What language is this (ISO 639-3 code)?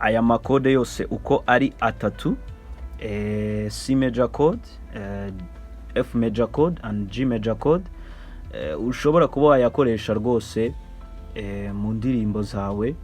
kin